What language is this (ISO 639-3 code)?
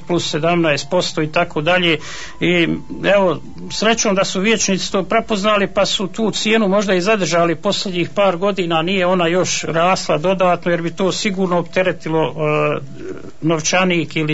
bos